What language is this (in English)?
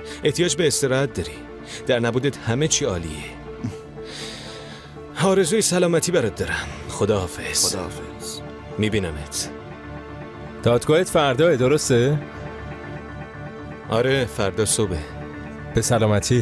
Persian